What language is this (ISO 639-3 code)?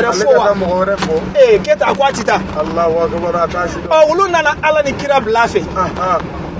bam